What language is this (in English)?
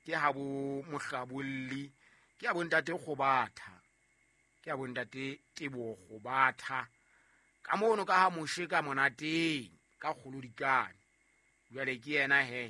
Southern Sotho